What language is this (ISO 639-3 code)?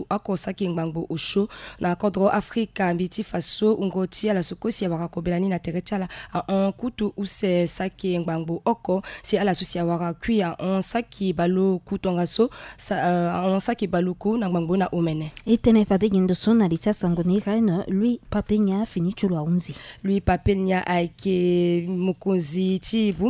sag